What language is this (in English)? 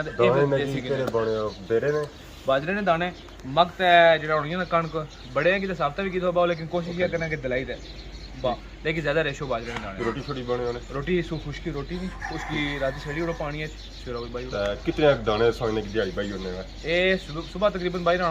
Pahari-Potwari